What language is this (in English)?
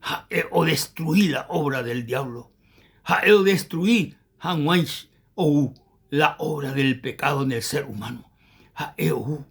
Guarani